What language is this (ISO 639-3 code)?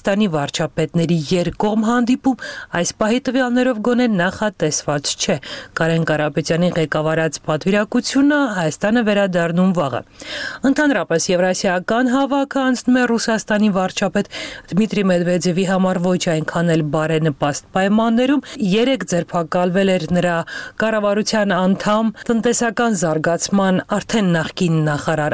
hye